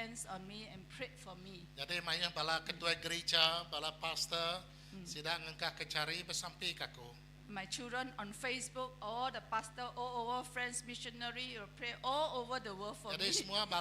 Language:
Iban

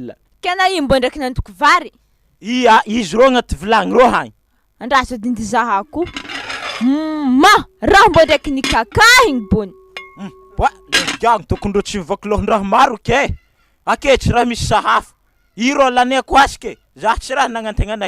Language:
Malagasy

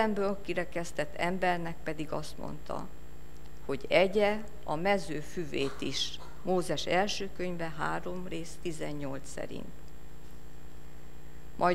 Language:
Hungarian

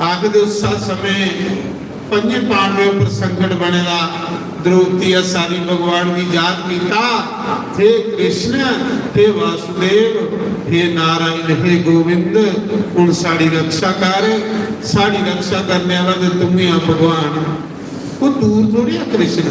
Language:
Dogri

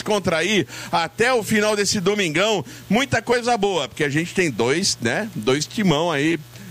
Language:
Portuguese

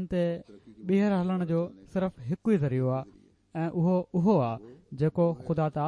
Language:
Sindhi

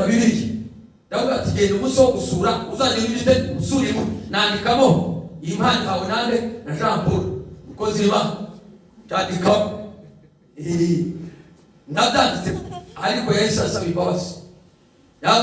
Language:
Kinyarwanda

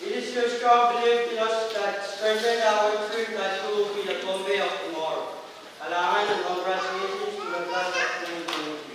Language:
Pohnpeian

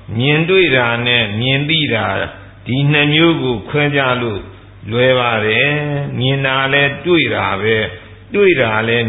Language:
Burmese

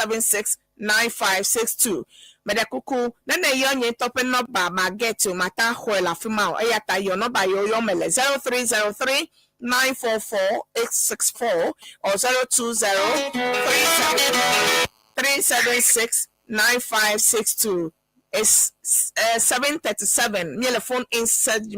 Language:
Ewe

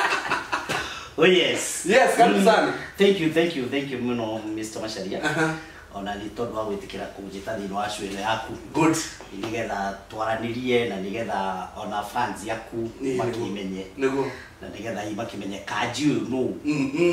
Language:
Kikuyu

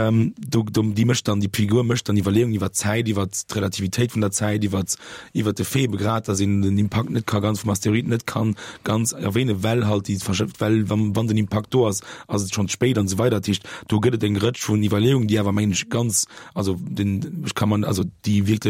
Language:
Luxembourgish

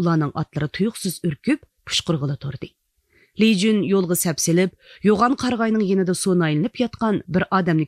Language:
Uyghur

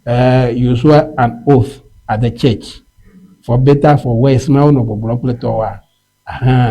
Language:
Ewe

